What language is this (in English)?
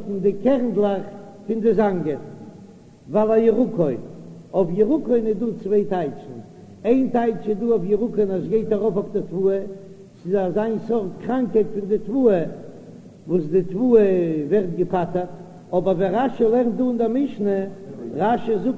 Yiddish